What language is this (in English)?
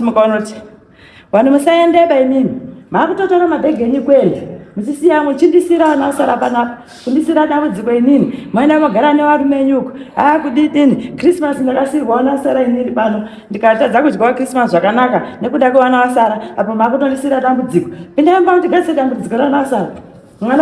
Shona